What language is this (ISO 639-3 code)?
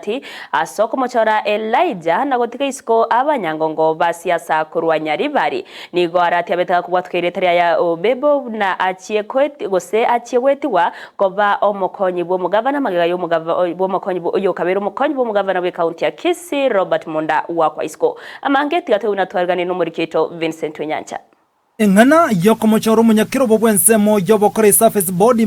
guz